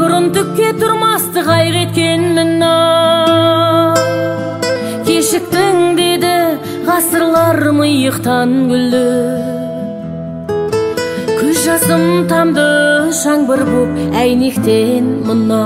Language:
Kazakh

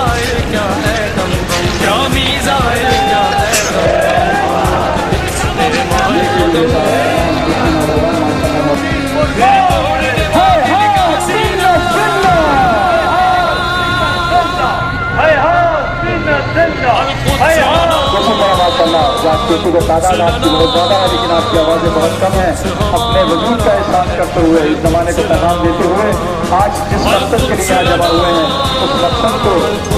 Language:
Urdu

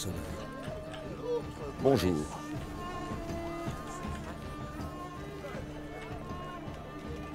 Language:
French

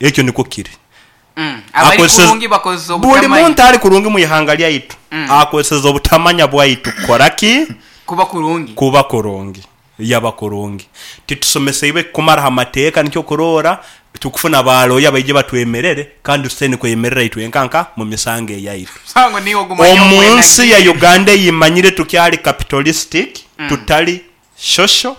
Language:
Nyoro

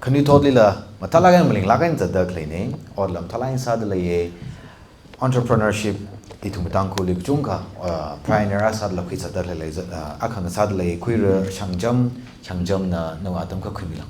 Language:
Tangkhul Naga (India)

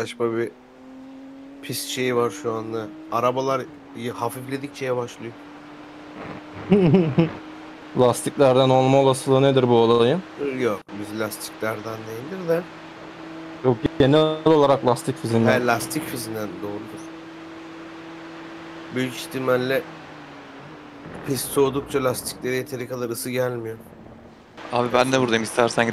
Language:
Turkish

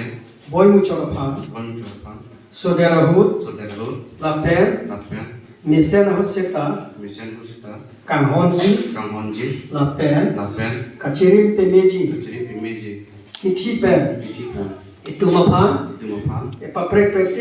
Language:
Karbi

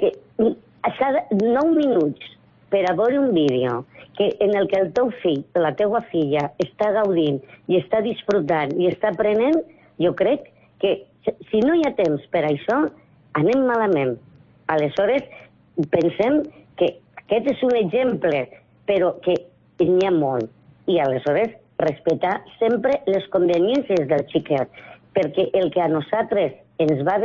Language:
Catalan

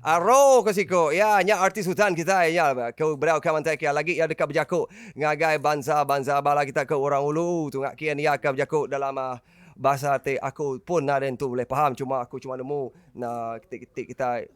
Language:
Iban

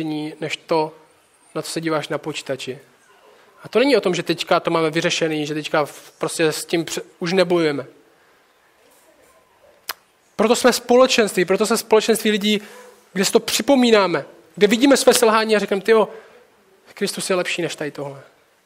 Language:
Czech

